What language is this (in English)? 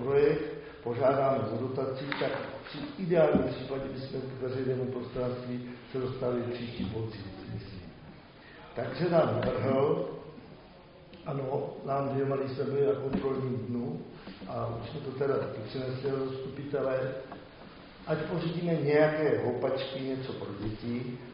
Czech